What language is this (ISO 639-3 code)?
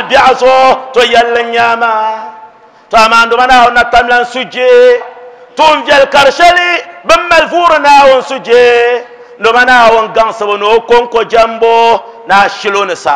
dag